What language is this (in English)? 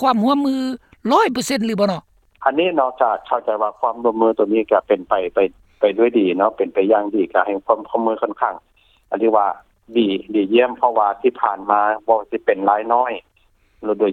Lao